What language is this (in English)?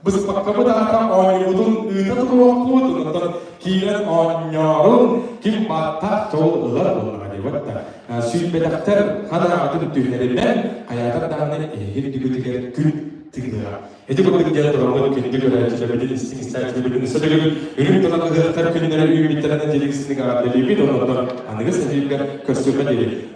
Yakut